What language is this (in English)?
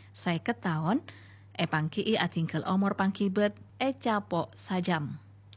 Madurese